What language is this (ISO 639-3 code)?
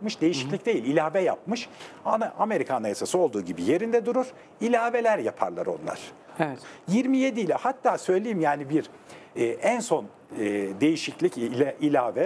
tur